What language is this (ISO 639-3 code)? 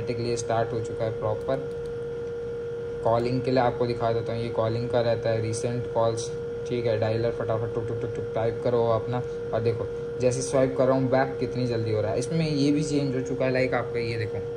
hin